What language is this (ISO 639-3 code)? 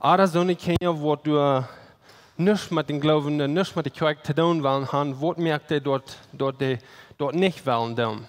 pdt